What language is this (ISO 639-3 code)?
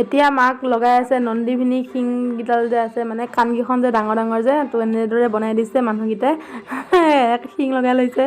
asm